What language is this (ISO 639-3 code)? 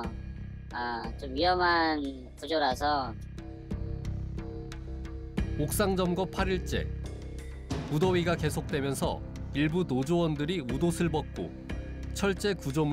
kor